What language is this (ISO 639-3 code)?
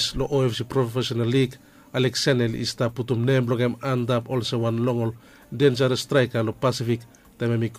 bis